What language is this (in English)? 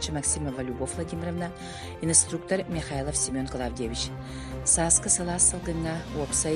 Yakut